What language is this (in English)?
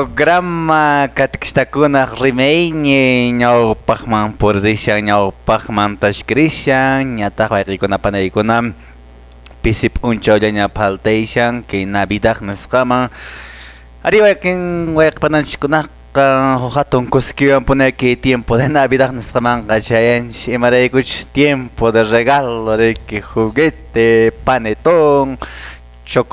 Quechua